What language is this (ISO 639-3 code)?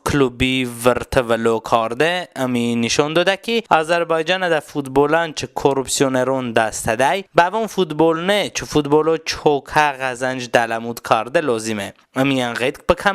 tly